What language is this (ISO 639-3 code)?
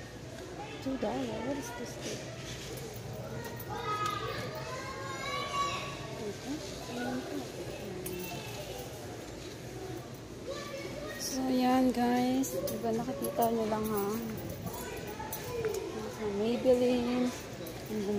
fil